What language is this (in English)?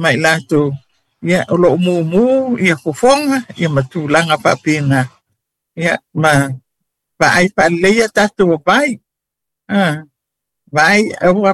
Samoan